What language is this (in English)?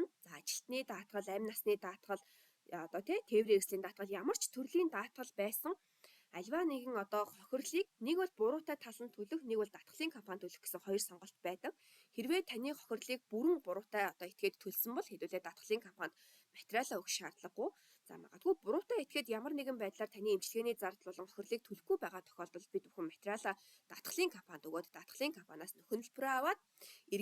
Mongolian